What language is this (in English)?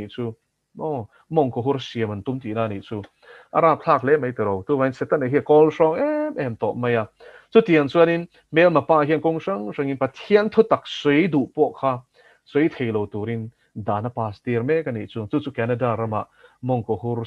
Mizo